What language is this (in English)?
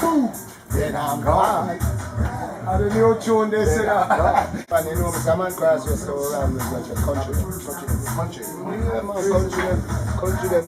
Jamaican Creole English